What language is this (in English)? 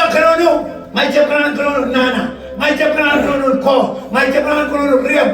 Marshallese